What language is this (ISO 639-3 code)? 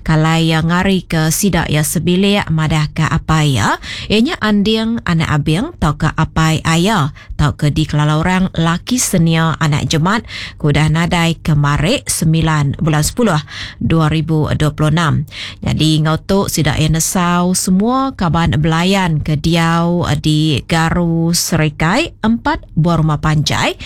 iba